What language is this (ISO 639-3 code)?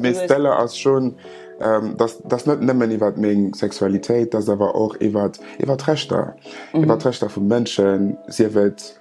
ltz